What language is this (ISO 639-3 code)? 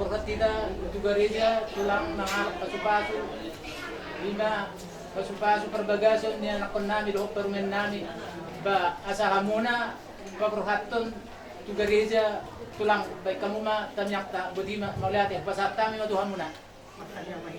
bbc